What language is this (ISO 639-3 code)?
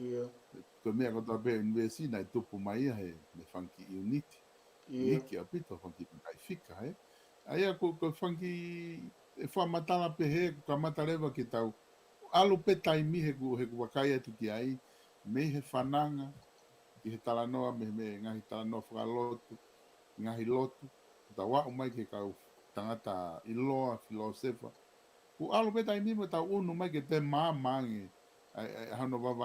ton